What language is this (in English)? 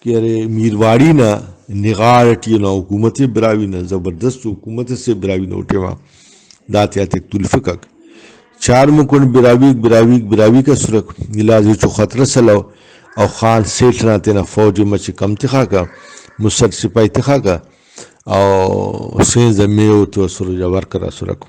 Brahui